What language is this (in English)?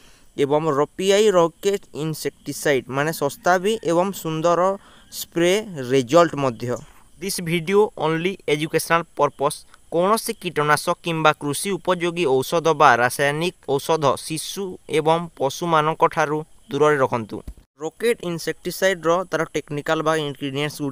Odia